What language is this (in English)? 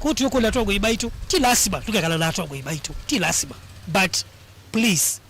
Kamba